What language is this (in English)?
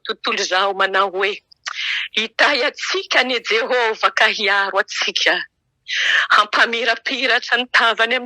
Malagasy